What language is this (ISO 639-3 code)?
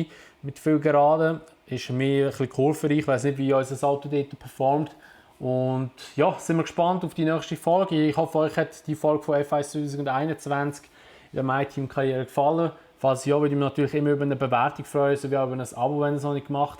gsw